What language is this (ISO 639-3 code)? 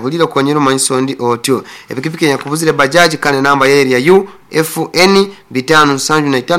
nyn